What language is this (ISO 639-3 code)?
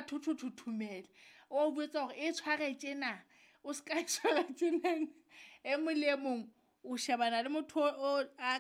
sot